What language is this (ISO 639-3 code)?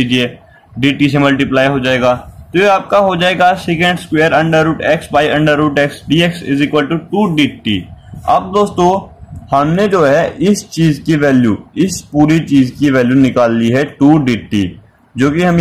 hin